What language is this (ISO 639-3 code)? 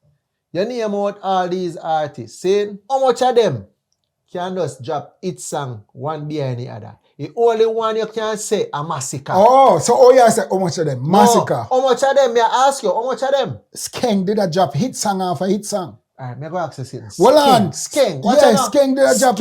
jam